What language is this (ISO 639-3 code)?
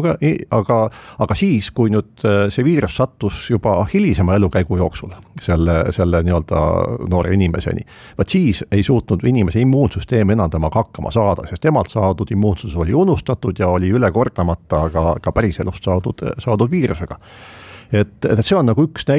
est